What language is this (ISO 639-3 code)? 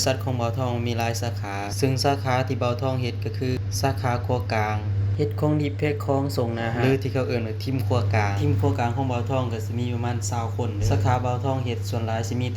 lao